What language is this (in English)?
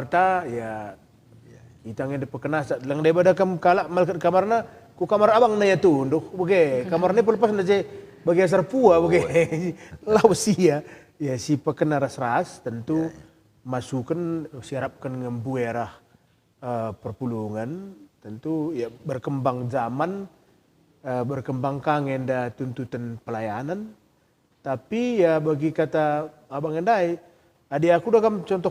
Batak Karo